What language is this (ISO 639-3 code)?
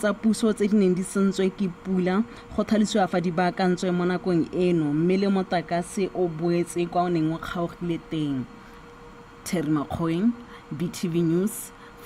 tsn